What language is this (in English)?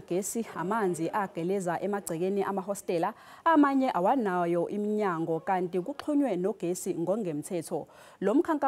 Zulu